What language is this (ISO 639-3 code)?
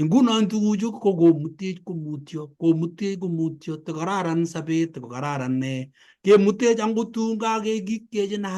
kln